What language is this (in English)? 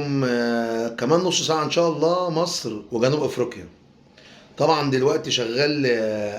Egyptian Arabic